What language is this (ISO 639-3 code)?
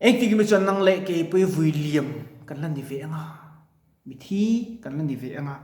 lus